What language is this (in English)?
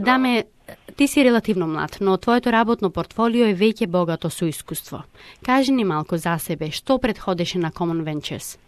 Macedonian